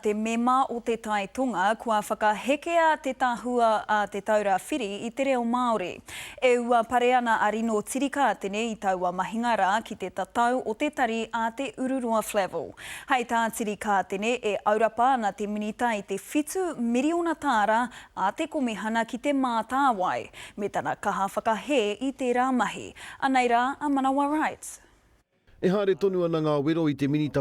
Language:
Māori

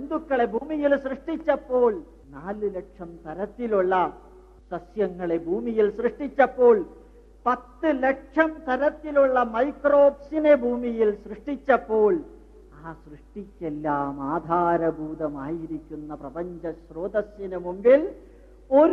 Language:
Malayalam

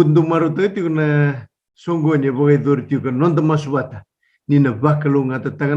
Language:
Fijian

